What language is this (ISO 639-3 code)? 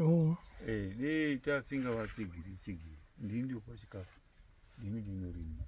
sna